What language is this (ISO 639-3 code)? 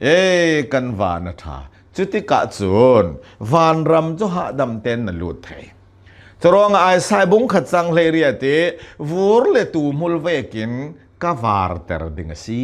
cnh